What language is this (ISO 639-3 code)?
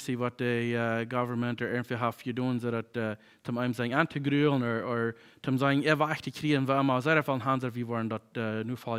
pdt